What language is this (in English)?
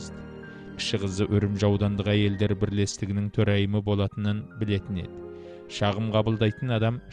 Kazakh